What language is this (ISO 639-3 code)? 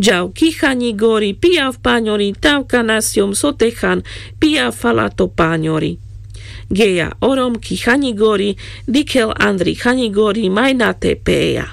rmc